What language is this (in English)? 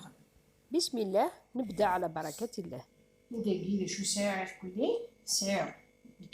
Kabyle